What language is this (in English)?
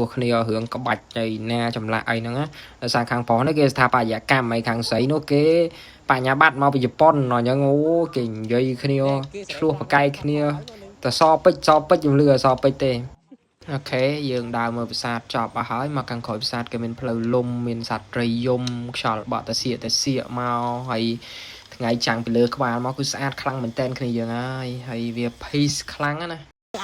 Khmer